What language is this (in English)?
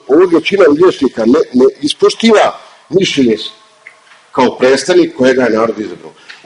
Bosnian